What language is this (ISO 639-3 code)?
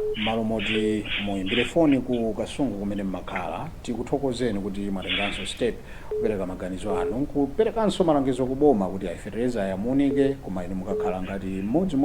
nya